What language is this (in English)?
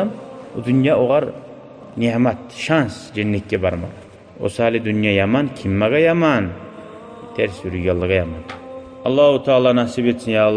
Kumyk